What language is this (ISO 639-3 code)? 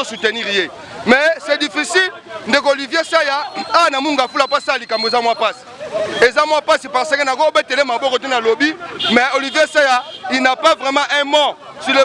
lin